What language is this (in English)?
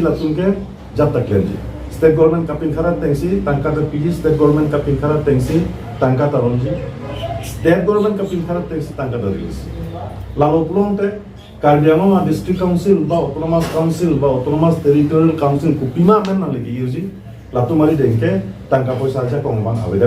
Karbi